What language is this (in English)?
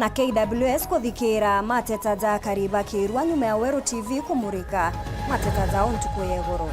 Meru